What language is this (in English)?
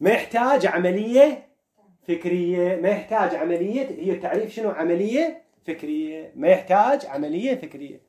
Mesopotamian Arabic